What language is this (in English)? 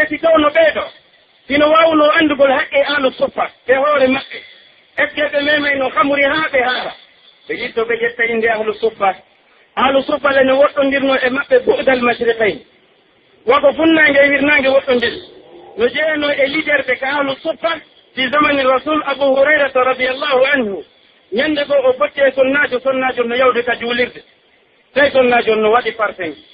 Pular